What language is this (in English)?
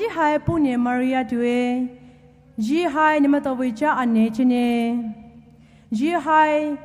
Poumei Naga